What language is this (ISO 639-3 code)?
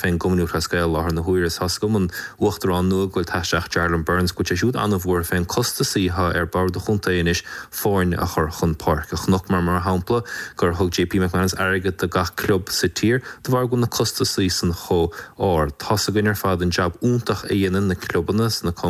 gle